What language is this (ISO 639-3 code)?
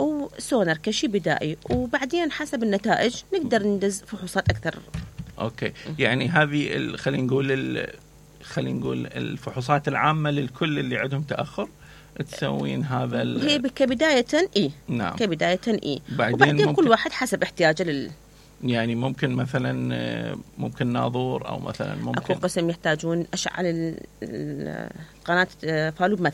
acm